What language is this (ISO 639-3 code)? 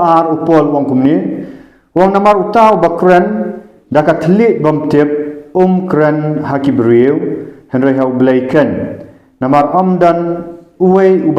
kha